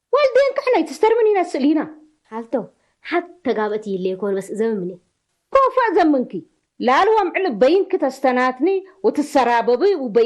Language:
Tigre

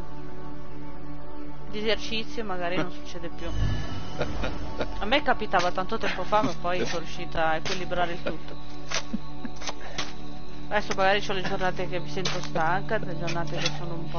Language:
Italian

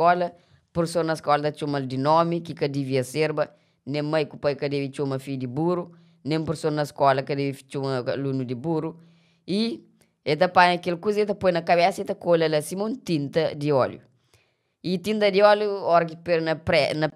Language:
Kabuverdianu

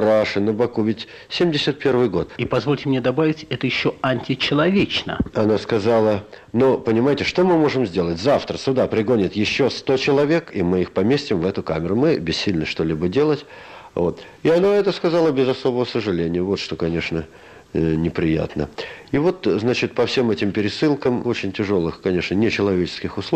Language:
Russian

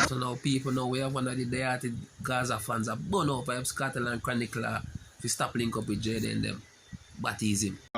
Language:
Jamaican Creole English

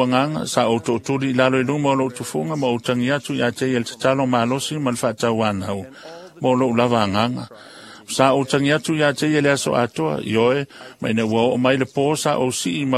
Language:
Samoan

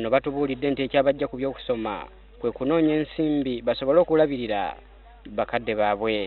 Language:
Ganda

